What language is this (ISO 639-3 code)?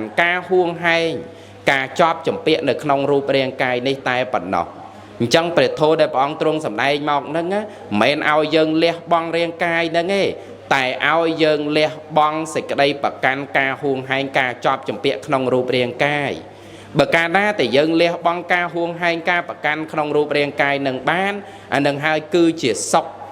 khm